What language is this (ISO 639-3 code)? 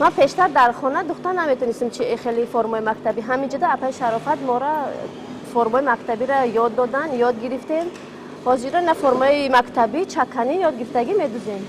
tgk